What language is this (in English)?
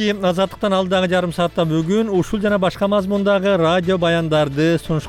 Kyrgyz